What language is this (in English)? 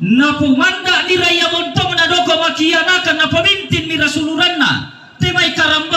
Toraja-Sa'dan